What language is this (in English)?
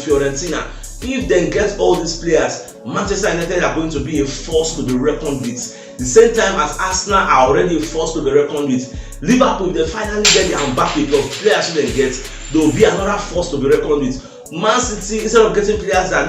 Nigerian Pidgin